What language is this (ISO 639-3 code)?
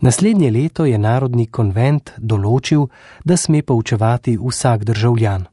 slv